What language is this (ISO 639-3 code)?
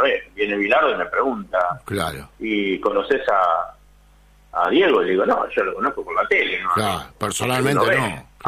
spa